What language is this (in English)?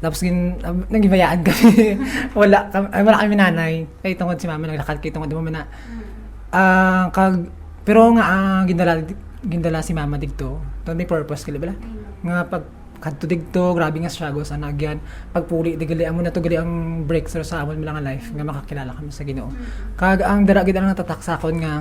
Hiligaynon